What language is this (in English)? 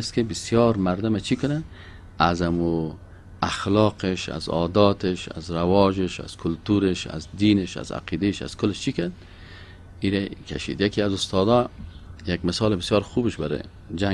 Persian